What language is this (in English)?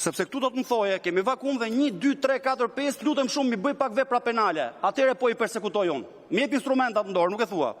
Albanian